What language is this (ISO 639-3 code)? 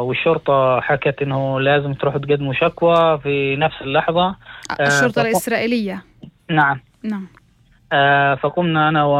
apc